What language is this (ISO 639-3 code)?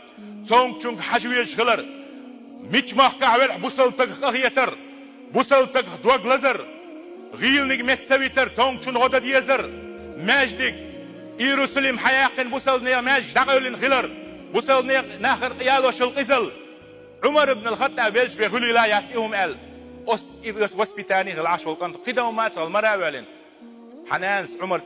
che